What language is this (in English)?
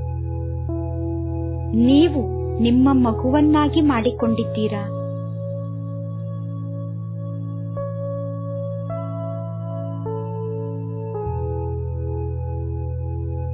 Kannada